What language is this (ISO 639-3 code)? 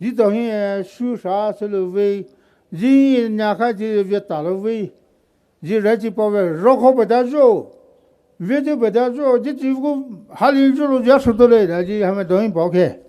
pmx